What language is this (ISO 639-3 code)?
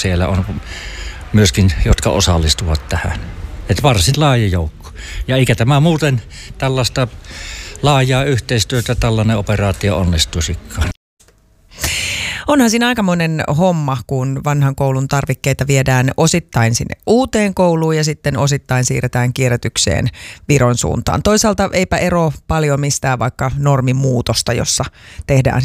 fin